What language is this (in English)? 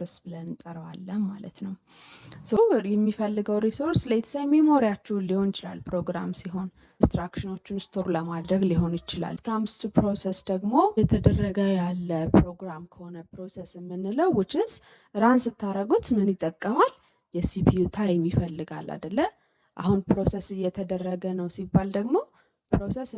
Amharic